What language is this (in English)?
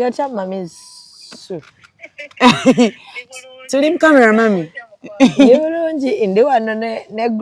Ganda